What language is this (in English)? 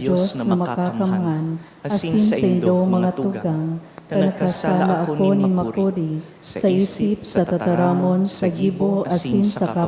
Bikol